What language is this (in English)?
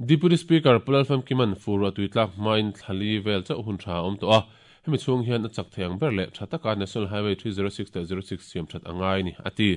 Mizo